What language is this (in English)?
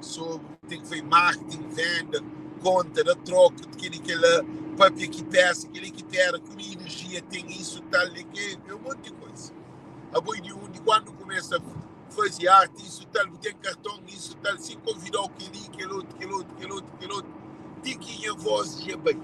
Kabuverdianu